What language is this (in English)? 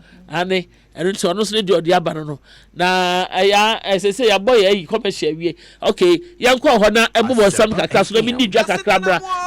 Akan